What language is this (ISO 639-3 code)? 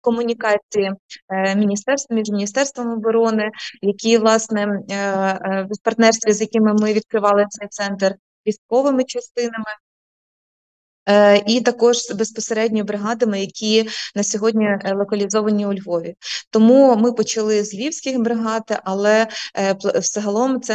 ukr